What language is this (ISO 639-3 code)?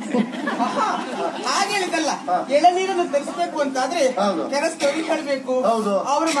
kan